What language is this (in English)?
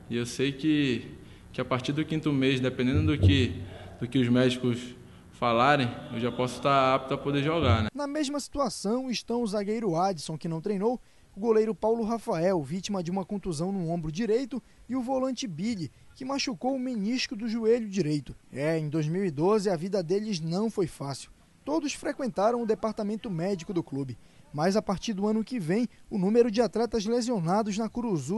Portuguese